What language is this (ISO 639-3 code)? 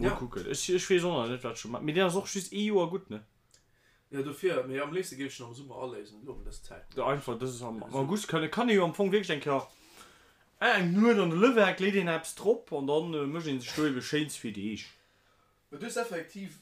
ltz